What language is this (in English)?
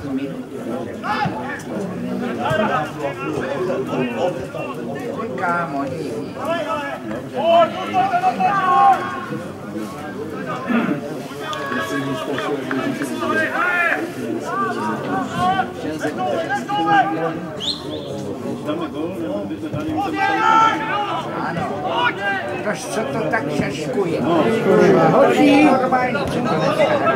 Czech